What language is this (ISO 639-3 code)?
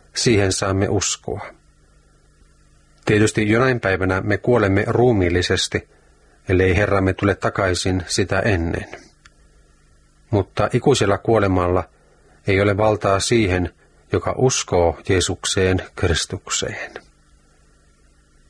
fin